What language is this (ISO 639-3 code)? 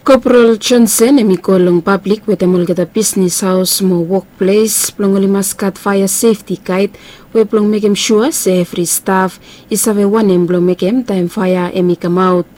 bis